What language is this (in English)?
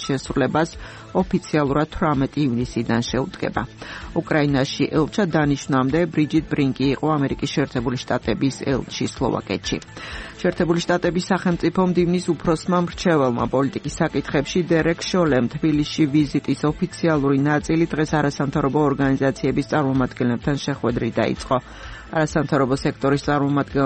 Georgian